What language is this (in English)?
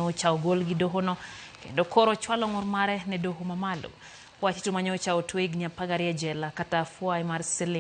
Luo (Kenya and Tanzania)